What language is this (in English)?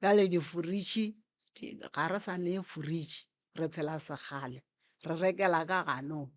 Northern Sotho